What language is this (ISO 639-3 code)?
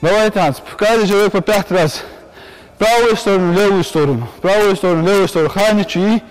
inh